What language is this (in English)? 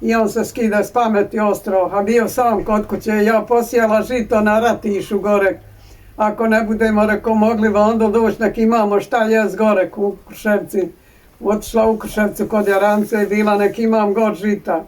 Bosnian